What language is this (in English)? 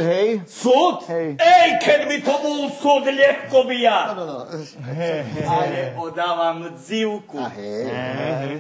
Rusyn